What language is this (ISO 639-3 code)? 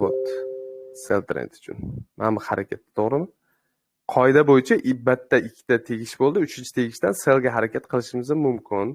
uzb